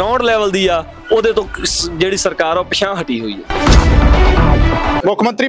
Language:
Punjabi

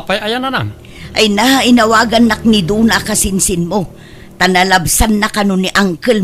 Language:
Iloko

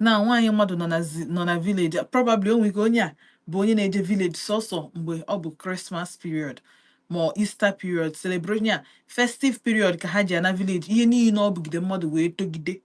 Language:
Igbo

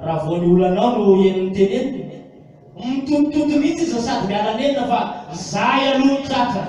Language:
Malagasy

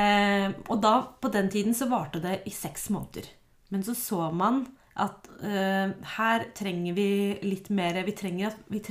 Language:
Norwegian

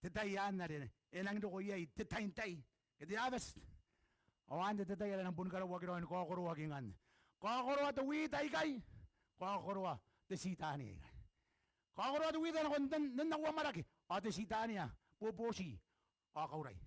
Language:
Gilbertese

